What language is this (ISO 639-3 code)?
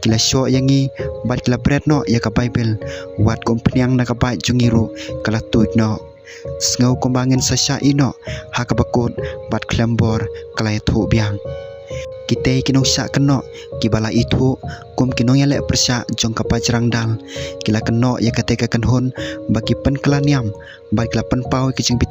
kha